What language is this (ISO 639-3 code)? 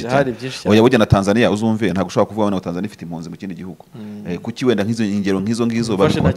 kin